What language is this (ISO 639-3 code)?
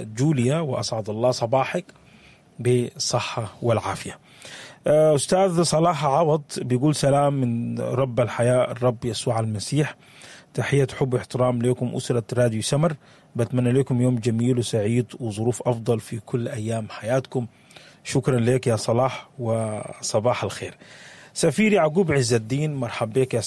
apd